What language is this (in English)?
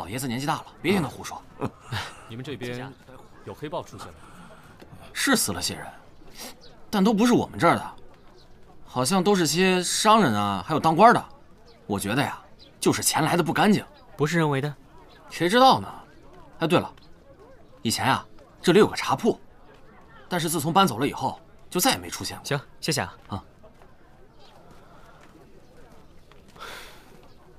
Chinese